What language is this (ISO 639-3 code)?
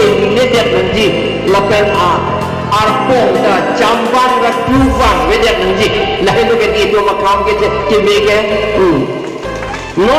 mjw